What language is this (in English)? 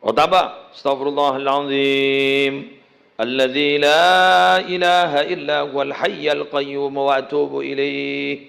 Madurese